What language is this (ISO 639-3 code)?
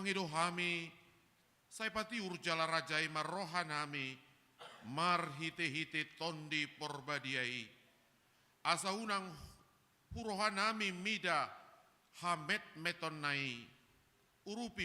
bbc